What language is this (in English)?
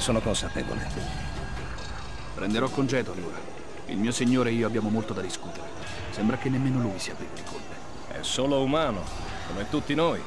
Italian